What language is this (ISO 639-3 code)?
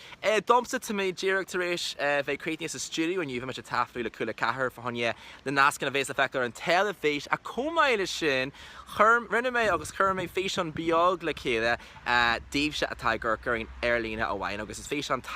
gle